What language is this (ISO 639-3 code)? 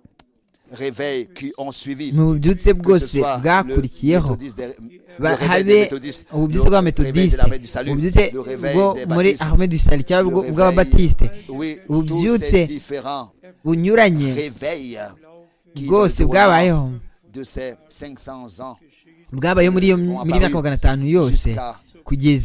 kin